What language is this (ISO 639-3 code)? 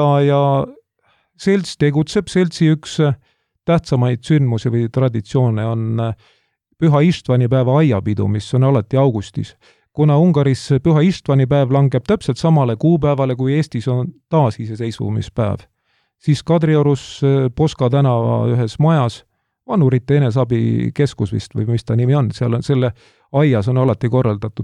est